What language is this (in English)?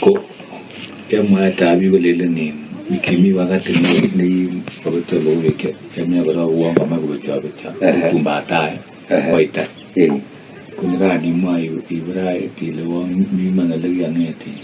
Kalenjin